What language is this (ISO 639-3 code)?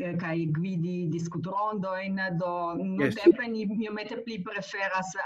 epo